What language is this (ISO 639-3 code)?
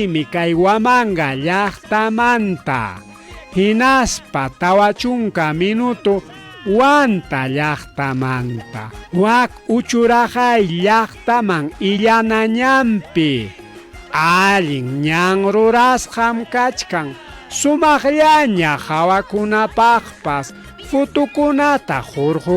quy